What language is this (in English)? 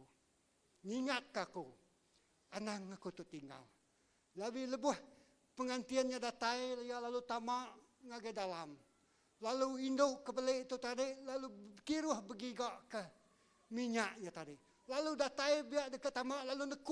Iban